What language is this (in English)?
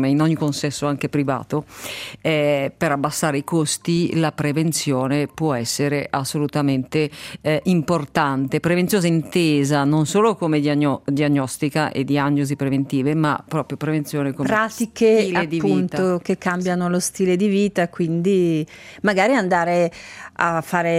Italian